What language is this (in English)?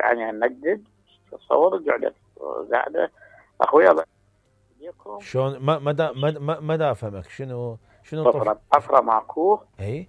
Mesopotamian Arabic